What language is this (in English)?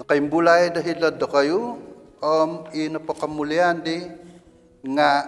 Central Dusun